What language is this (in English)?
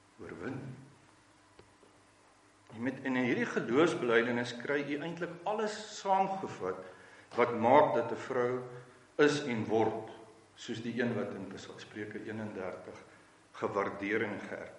Afrikaans